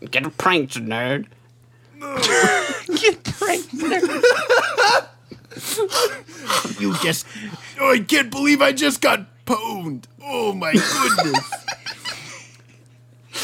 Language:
English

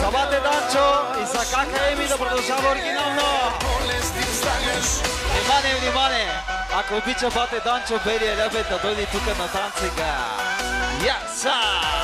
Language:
Bulgarian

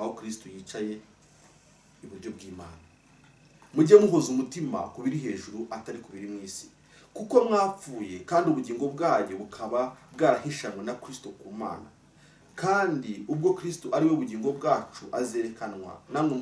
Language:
Kinyarwanda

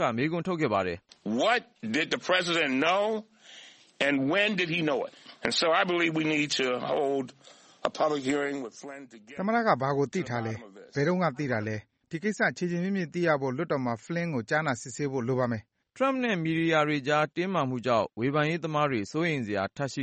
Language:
Burmese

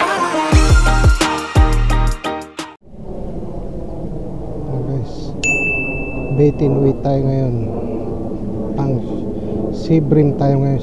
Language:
Filipino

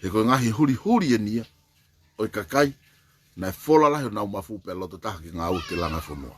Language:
Tongan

